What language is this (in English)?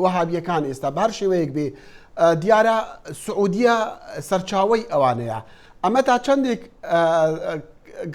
Central Kurdish